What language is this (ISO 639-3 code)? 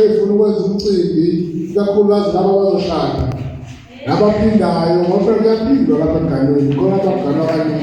zul